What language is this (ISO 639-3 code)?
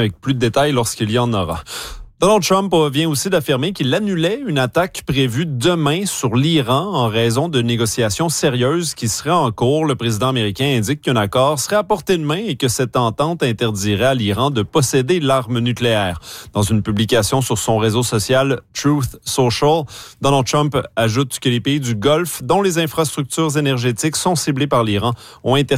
fra